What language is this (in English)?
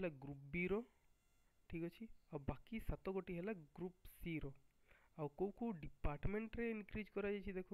Odia